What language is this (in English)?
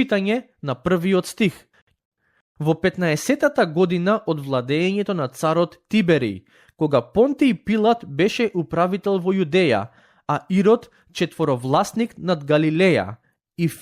Macedonian